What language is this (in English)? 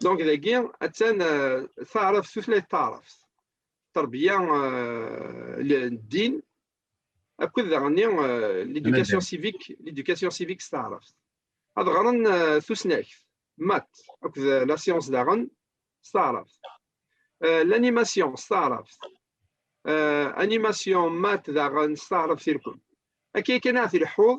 Kabyle